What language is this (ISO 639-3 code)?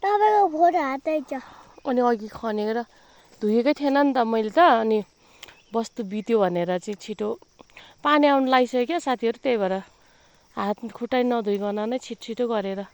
nep